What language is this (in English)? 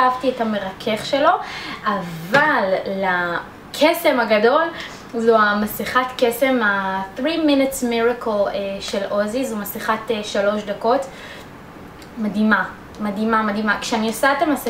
Hebrew